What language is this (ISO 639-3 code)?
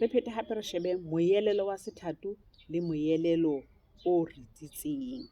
sot